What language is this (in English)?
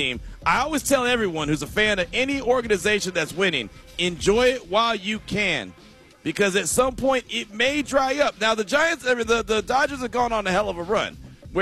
English